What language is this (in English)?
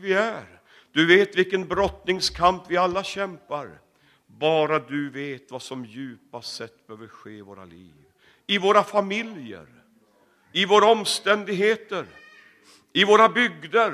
Swedish